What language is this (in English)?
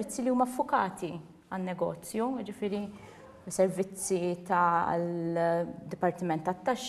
Maltese